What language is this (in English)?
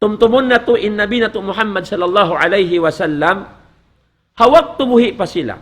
Tausug